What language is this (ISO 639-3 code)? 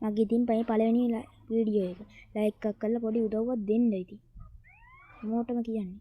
sin